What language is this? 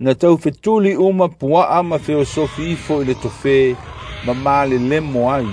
Samoan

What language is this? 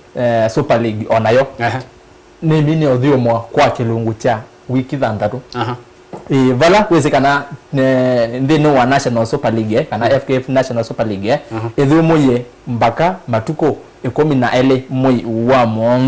Kamba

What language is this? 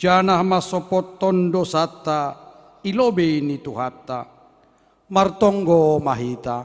Batak Simalungun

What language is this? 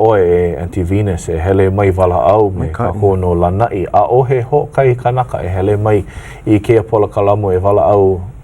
Hawaiian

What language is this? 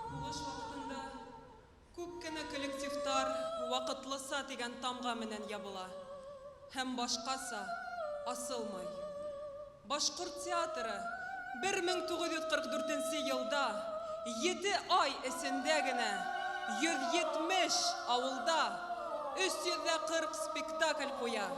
Bashkir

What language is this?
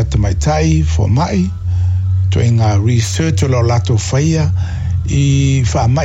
Samoan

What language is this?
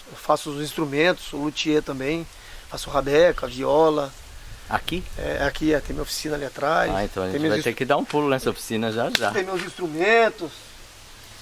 Portuguese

